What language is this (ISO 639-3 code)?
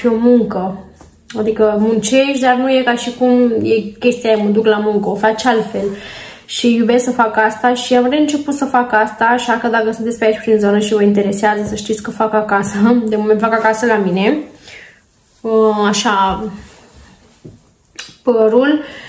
ron